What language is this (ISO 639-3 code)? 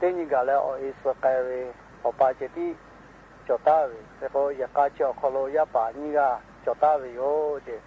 lhu